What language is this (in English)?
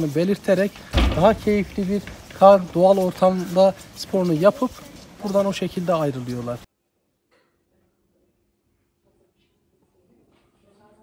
Turkish